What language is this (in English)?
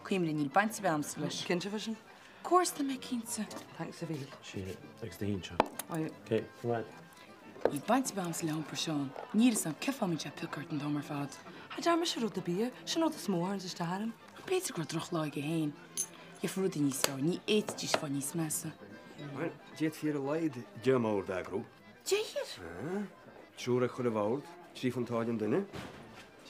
Irish